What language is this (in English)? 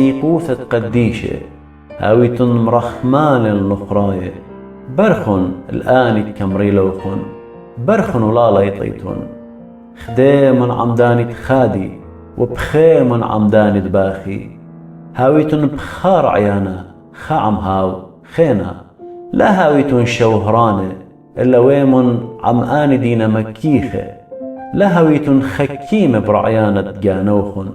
Assyrian Neo-Aramaic